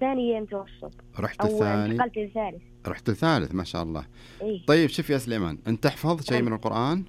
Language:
Najdi Arabic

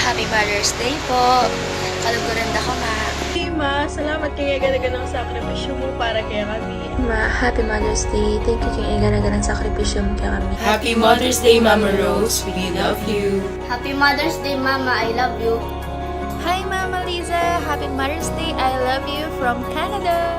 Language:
Pampanga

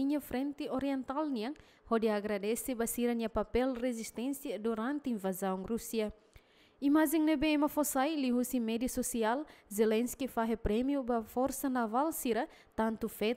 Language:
Tetum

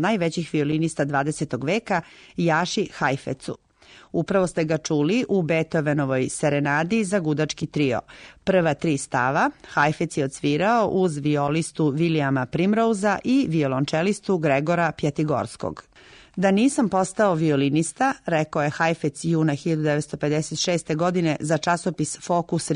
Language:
Serbian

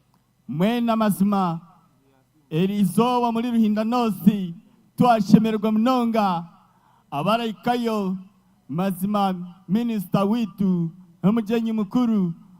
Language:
Nyankole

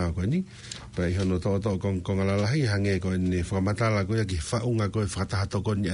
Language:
Tongan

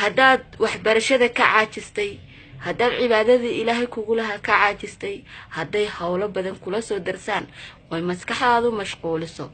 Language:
Somali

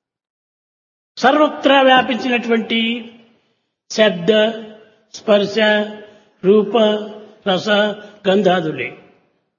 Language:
Telugu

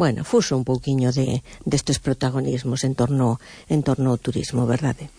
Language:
Galician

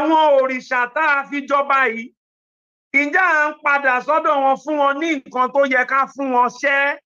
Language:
Yoruba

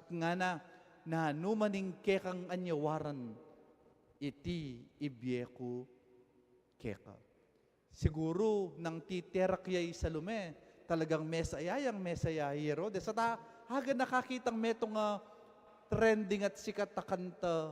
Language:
Pampanga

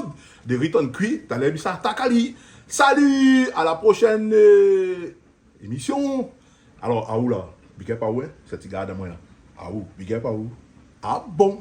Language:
Réunion Creole French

